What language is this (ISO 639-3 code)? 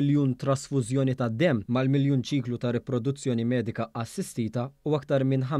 mlt